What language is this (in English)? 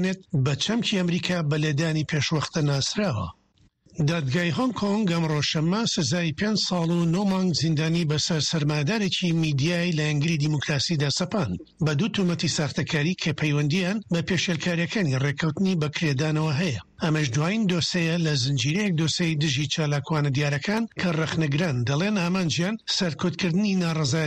Central Kurdish